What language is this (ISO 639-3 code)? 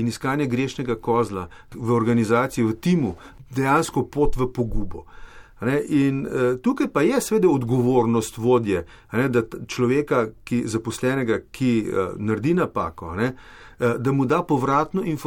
slv